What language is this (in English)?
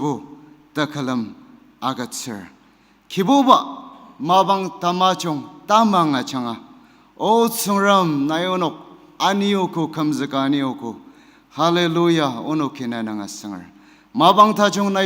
Ao Naga